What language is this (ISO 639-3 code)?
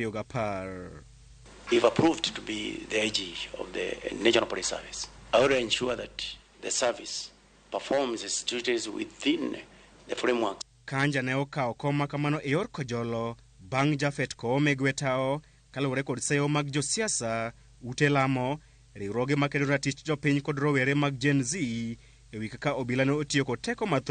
luo